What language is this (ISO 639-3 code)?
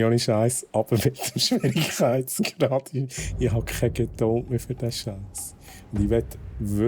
gsw